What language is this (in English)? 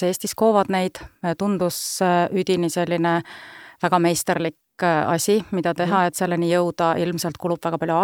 Estonian